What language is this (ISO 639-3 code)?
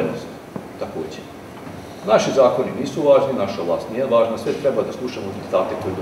srp